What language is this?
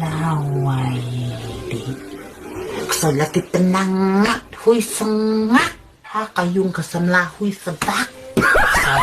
Khasi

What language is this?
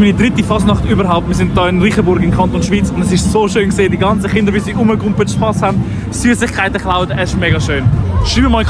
Swiss German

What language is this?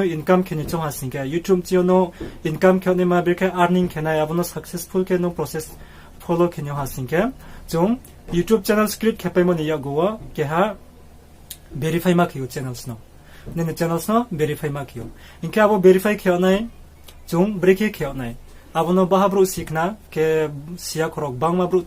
Riang (India)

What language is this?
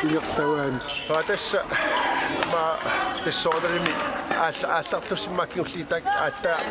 Kalaallisut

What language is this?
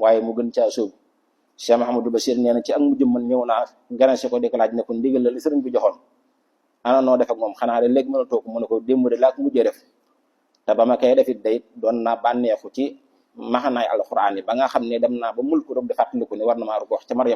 Wolof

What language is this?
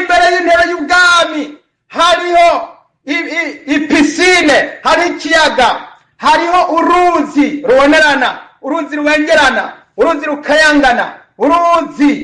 Rundi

